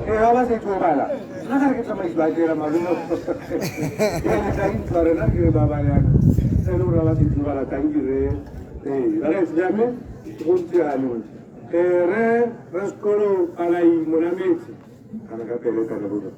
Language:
Tswana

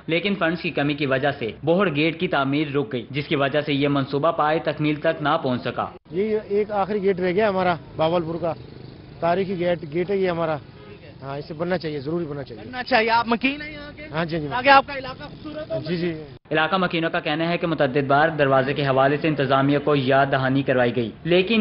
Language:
Urdu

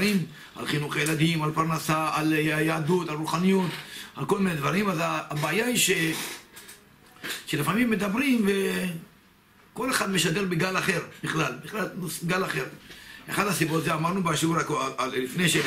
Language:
Hebrew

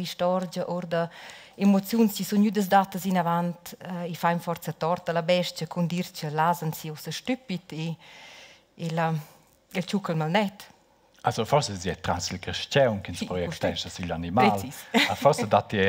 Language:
Romansh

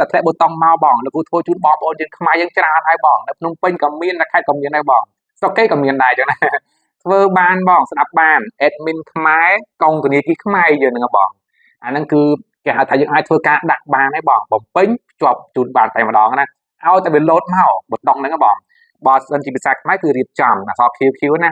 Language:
Khmer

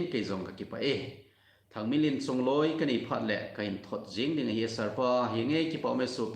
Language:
Thado Chin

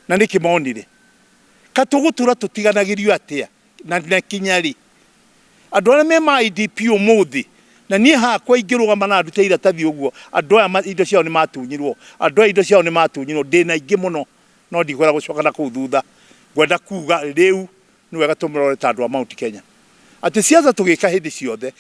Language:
Kikuyu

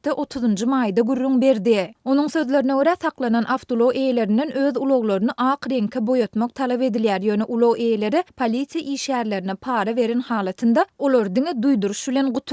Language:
Turkmen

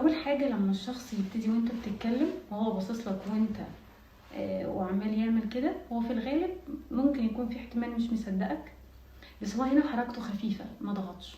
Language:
Egyptian Arabic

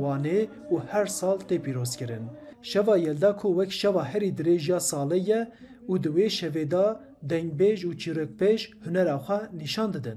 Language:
Kurdish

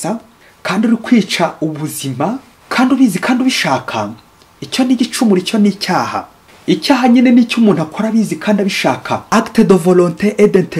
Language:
Kinyarwanda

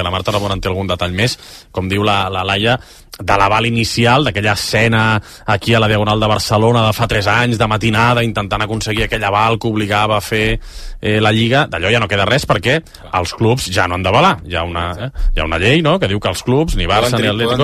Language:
Catalan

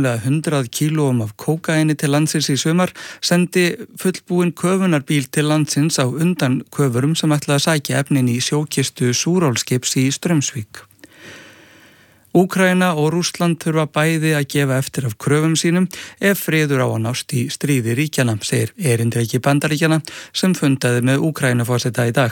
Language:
Icelandic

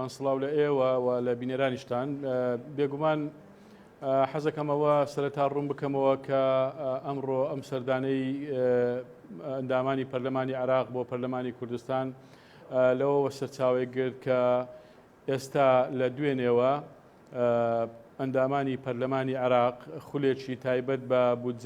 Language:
Central Kurdish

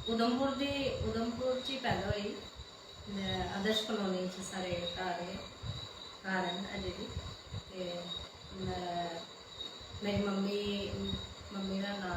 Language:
Dogri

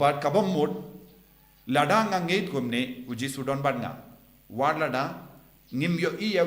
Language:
Khasi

